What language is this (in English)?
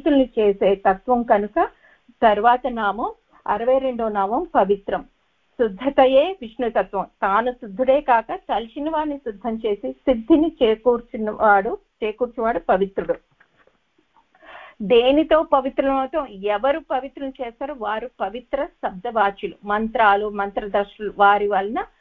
Telugu